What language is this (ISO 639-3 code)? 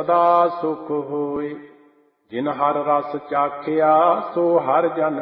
pan